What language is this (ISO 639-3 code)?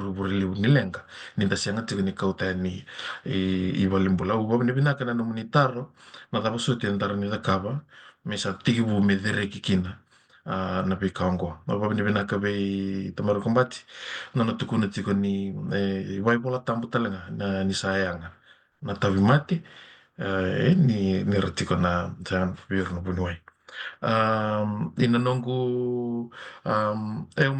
fij